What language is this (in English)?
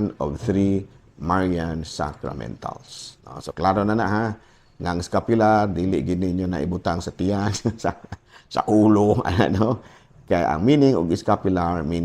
Cebuano